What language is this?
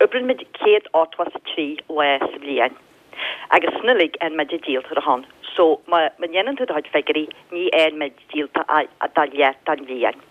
Irish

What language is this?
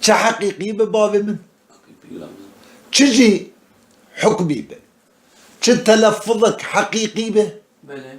Kurdish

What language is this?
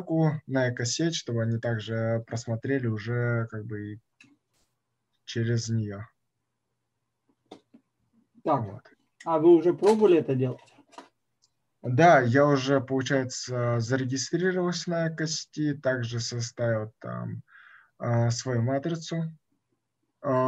Russian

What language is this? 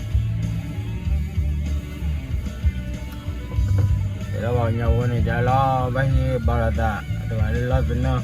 S'gaw Karen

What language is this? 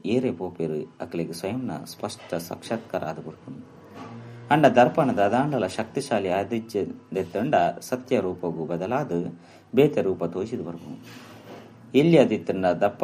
Tulu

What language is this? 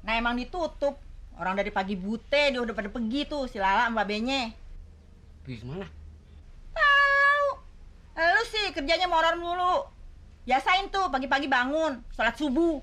Betawi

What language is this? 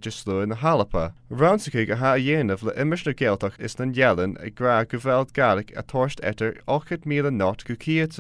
Scottish Gaelic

